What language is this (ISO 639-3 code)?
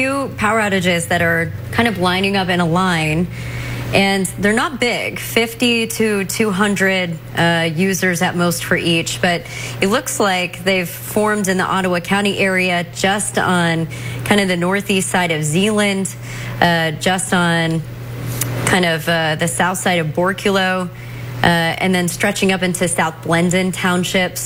eng